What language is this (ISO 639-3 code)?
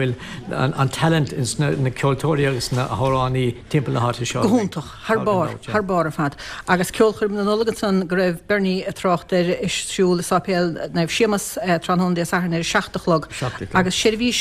gle